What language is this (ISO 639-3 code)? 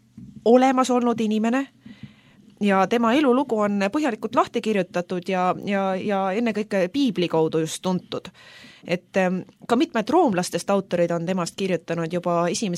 est